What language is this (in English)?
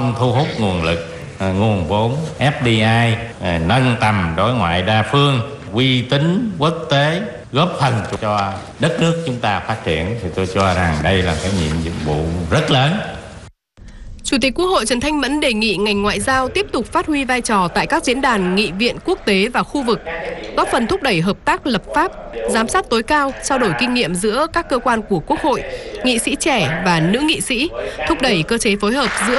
Vietnamese